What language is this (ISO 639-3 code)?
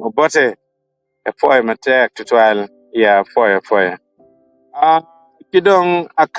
ach